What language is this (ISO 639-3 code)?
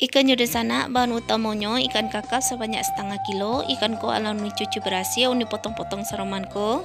min